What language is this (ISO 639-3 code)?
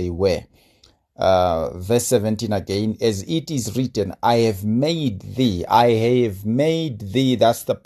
eng